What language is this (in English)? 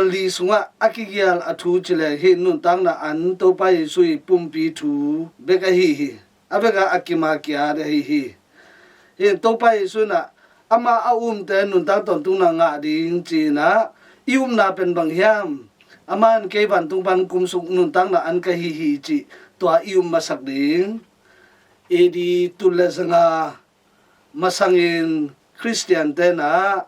Tedim Chin